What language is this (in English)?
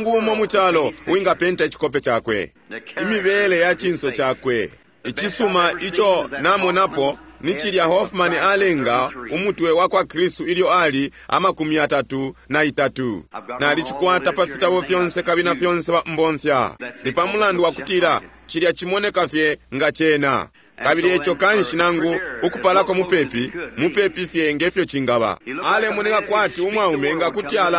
Bemba